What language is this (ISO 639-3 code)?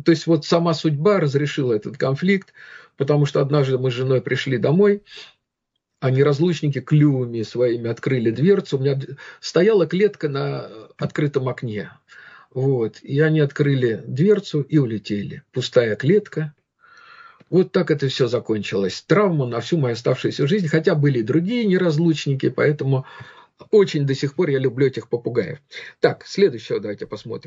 rus